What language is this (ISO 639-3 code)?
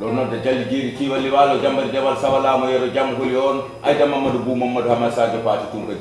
ful